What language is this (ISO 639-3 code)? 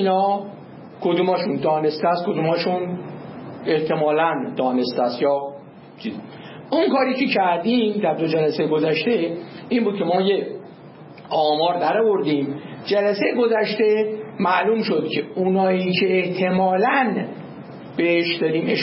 fas